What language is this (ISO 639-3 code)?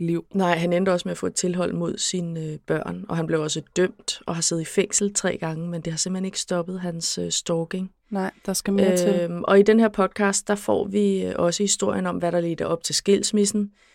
dan